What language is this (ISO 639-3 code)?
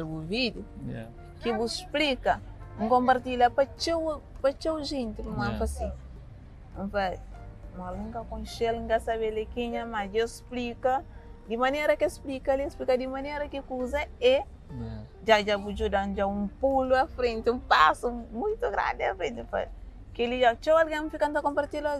kea